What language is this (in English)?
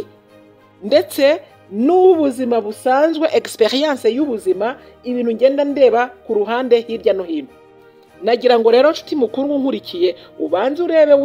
Kinyarwanda